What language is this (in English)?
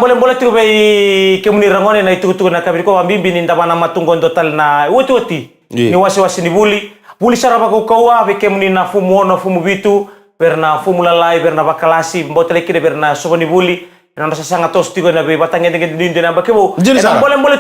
Fijian